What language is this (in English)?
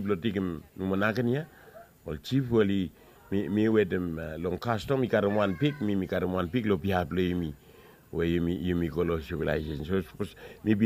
Bislama